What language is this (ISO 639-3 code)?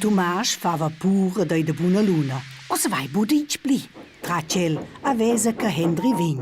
roh